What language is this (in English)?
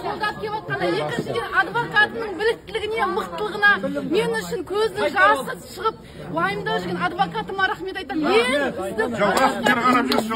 Kazakh